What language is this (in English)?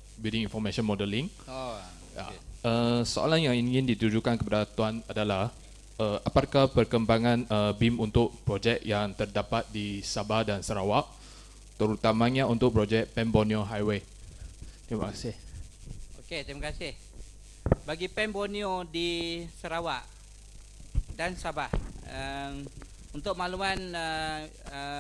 Malay